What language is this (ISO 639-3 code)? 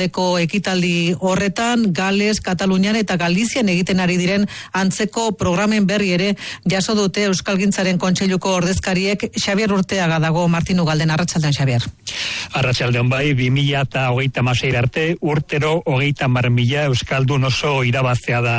eus